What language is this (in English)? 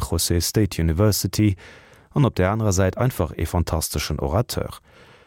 Luxembourgish